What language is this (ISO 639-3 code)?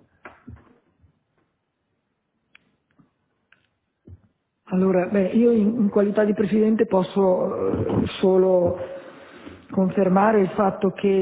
ita